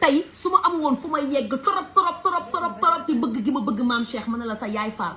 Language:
Wolof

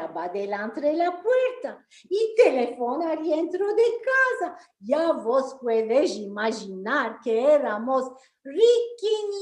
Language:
Ladino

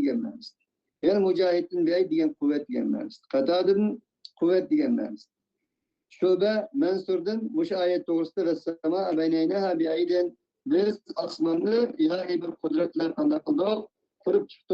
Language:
Uyghur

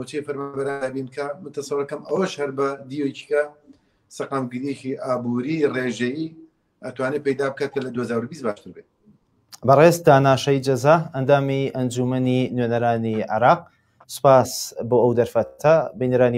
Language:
Central Kurdish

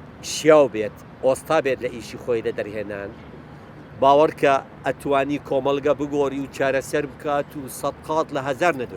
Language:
Central Kurdish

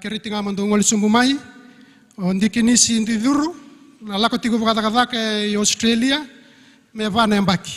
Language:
Fijian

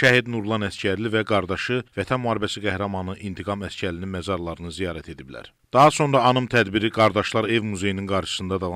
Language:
Azerbaijani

